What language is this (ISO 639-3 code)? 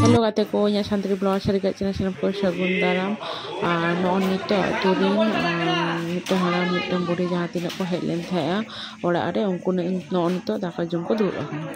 sat